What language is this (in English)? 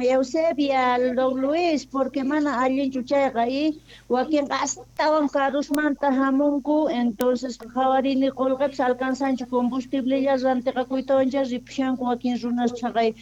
Quechua